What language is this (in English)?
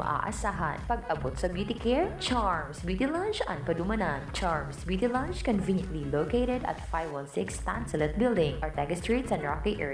Bikol